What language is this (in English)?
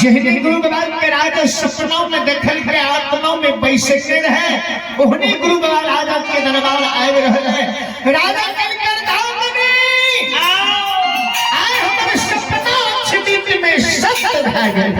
Maithili